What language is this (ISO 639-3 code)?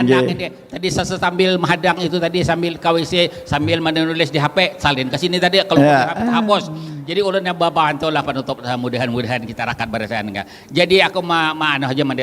bjn